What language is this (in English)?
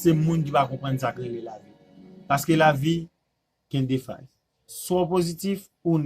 Haitian Creole